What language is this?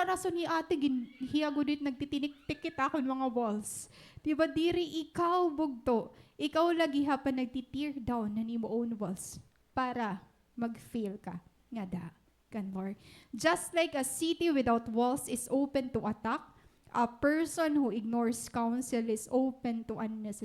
Waray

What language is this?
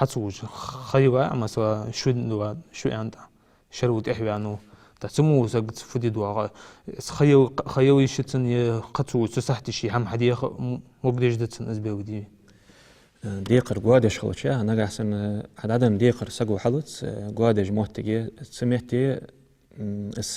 Ingush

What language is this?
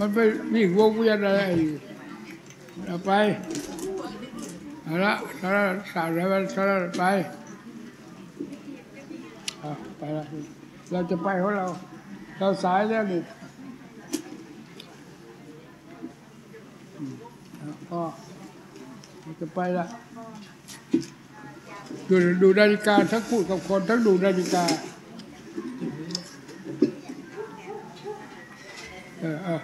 Thai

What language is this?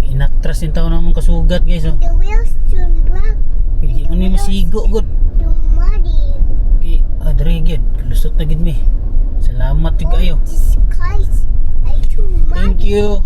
Cebuano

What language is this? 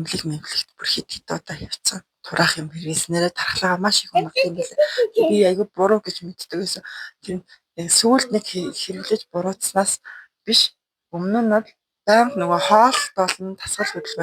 Mongolian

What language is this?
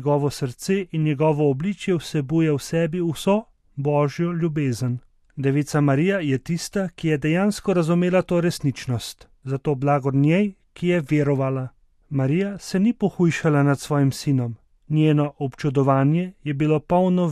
Slovenian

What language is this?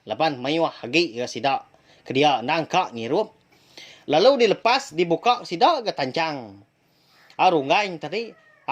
Iban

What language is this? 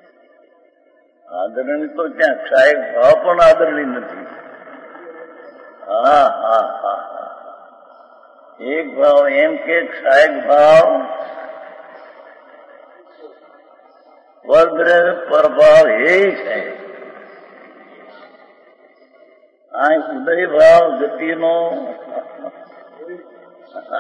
Gujarati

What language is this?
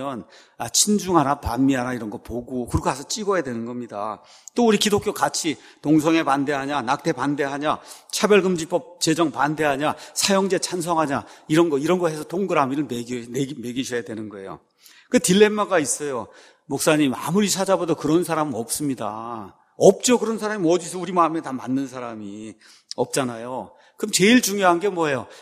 Korean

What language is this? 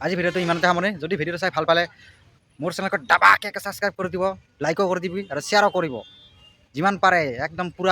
Assamese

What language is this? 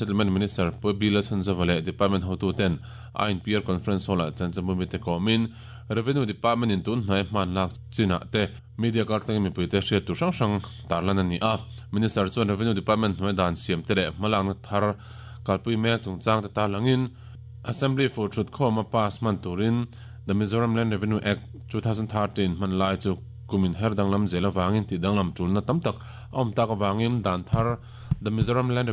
Mizo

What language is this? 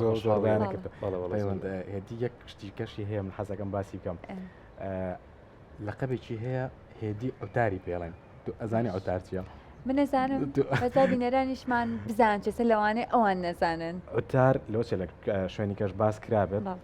Central Kurdish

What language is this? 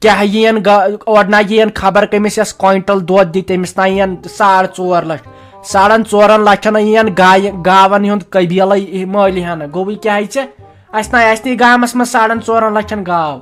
Kashmiri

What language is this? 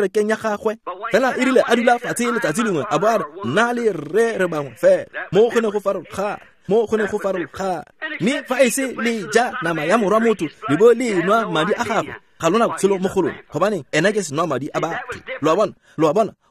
Tswana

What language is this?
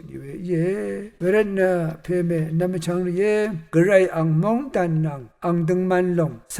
Rawang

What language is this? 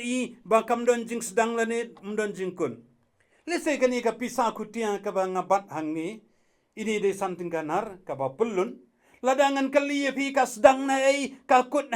Khasi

